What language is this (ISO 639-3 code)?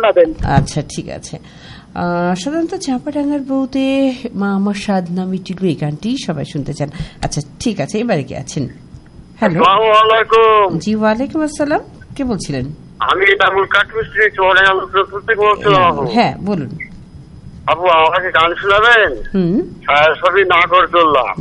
ben